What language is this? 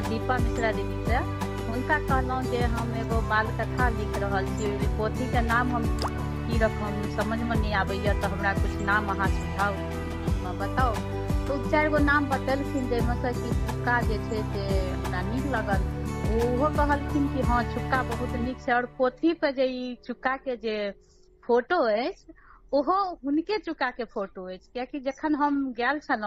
Maithili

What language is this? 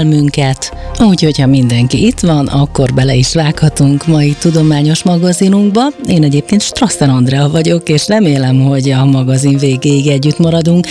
Hungarian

